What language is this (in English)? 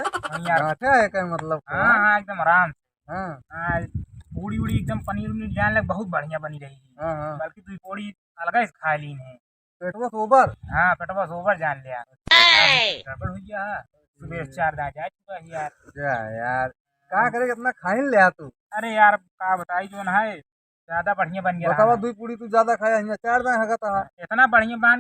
Awadhi